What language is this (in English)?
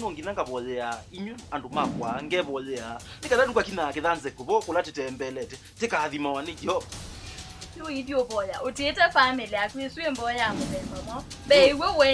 Kamba